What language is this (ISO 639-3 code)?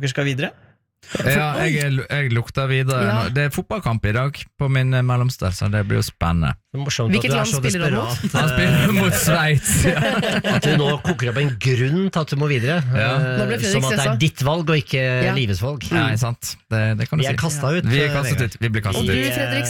nor